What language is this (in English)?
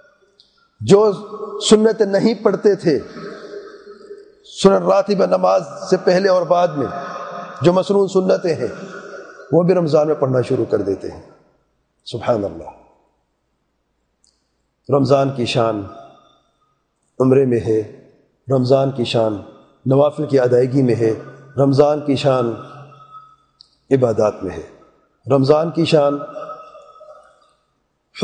Urdu